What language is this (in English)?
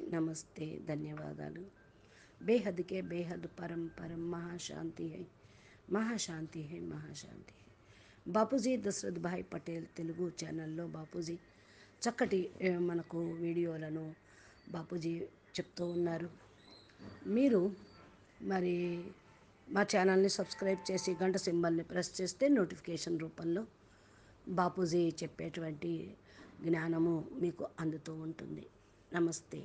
Telugu